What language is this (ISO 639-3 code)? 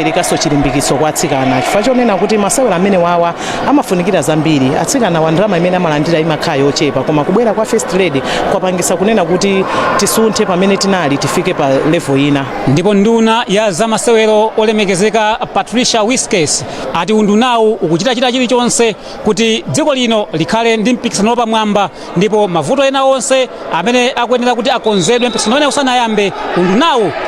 nya